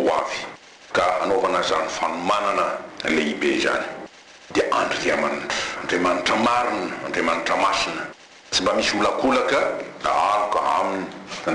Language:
Malagasy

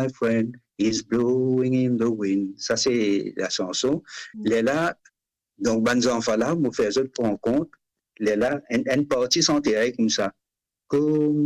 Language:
Morisyen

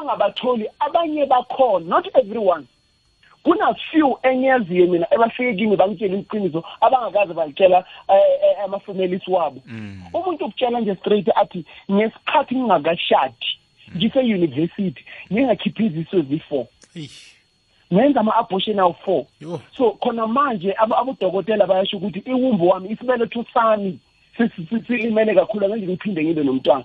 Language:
South Ndebele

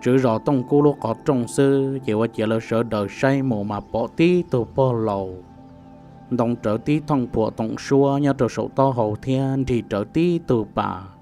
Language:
Hmong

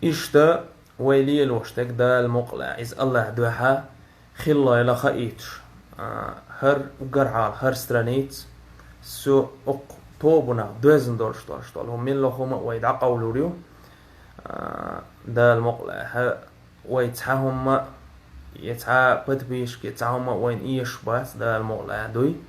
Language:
Chechen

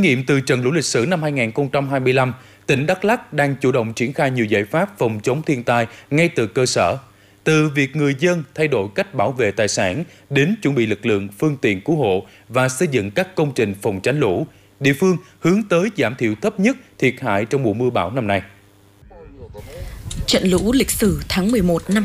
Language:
Vietnamese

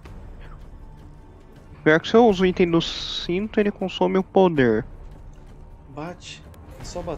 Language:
Portuguese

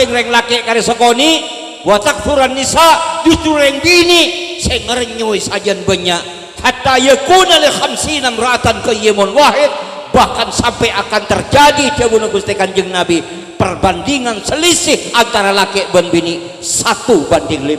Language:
Madurese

